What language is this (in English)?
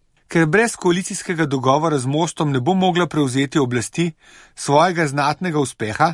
Slovenian